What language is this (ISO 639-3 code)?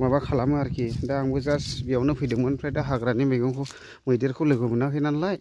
brx